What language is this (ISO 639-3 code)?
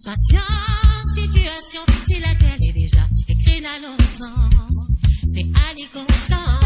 mfe